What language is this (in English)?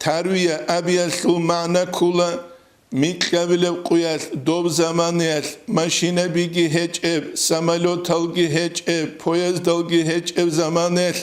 Avaric